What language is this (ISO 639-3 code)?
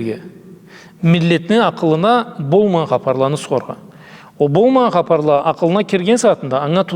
krc